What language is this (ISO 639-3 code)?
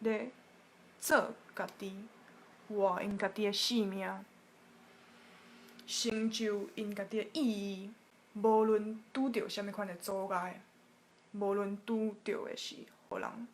nan